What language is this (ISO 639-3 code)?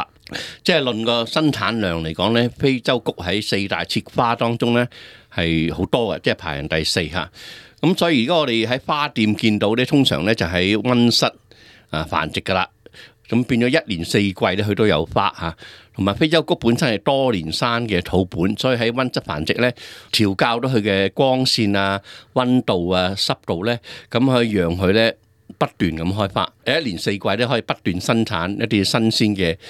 yue